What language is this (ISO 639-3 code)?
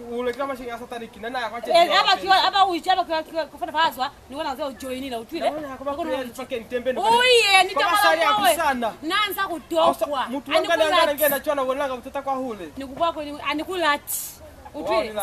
loz